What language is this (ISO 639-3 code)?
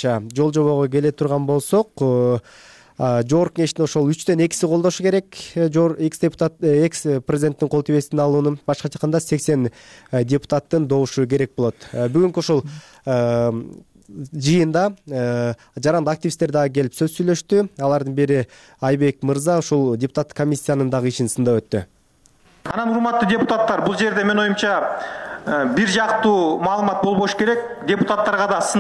kir